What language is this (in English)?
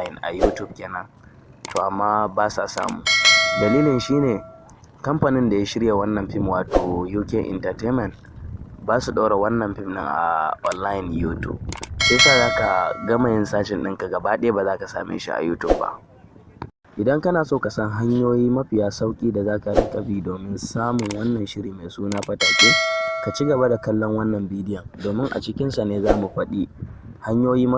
Hausa